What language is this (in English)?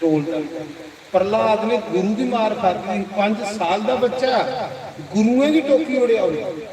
Dogri